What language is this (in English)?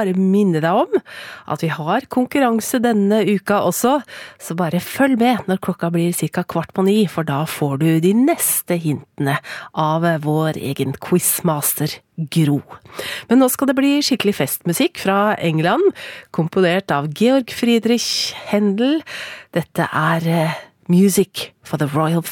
Norwegian